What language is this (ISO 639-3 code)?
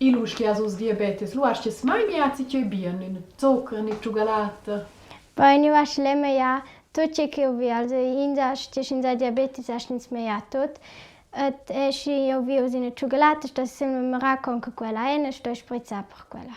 roh